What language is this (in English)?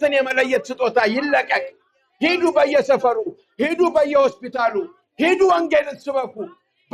Amharic